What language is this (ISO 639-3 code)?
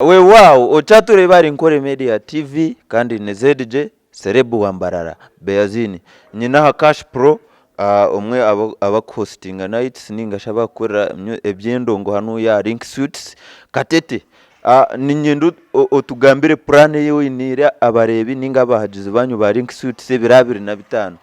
nyn